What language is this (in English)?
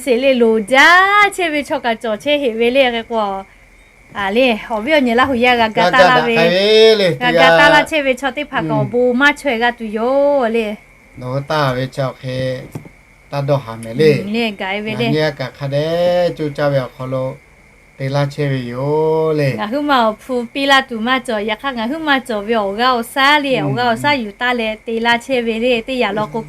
Lahu